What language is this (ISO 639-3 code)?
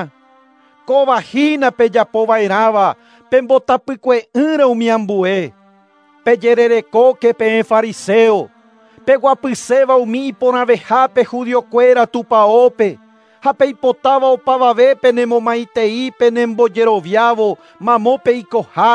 grn